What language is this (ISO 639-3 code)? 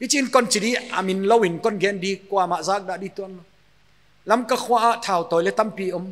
pck